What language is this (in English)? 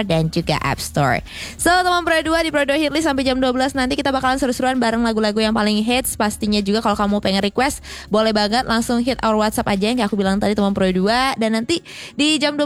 Indonesian